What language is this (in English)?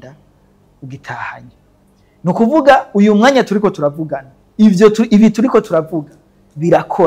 Rundi